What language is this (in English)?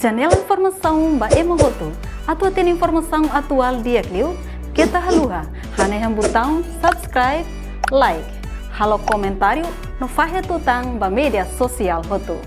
Tetum